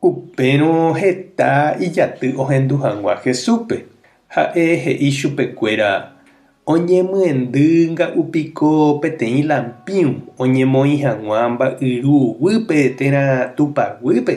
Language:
Guarani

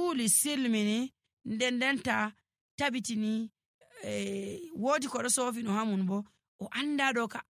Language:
Nigerian Fulfulde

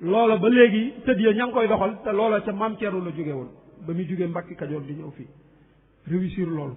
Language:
Wolof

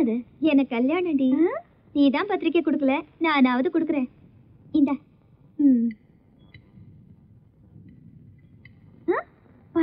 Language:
Tamil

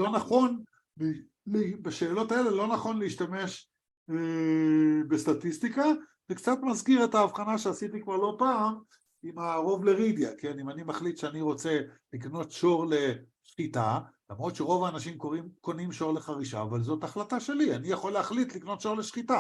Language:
Hebrew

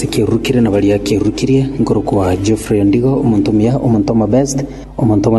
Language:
Gusii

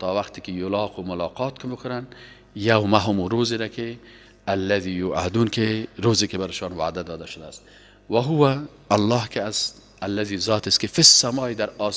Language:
Persian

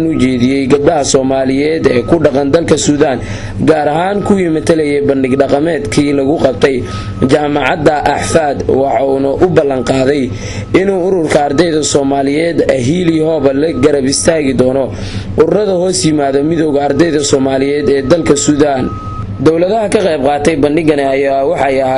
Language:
Somali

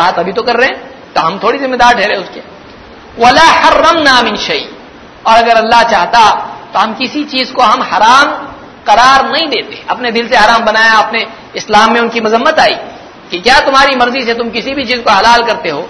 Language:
Urdu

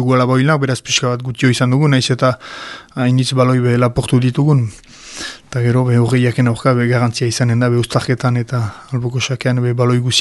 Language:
Basque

